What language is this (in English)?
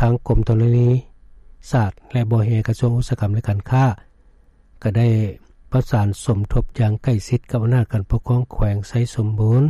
Lao